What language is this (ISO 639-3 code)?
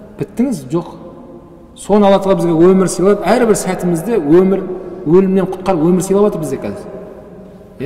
kaz